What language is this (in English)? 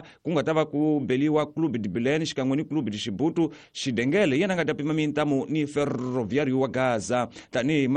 Tsonga